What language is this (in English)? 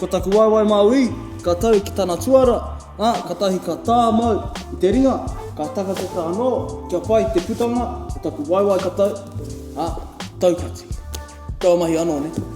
Māori